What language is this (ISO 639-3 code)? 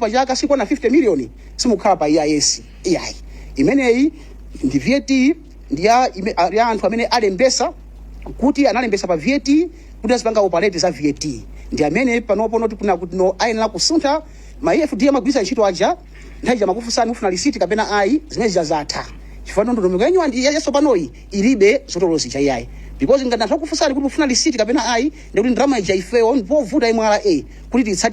nya